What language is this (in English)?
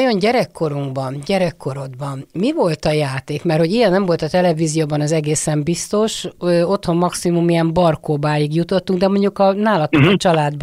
Hungarian